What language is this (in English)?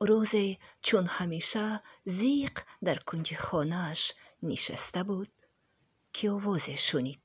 Tajik